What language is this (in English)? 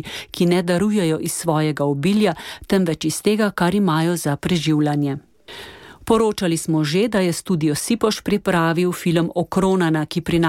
Slovenian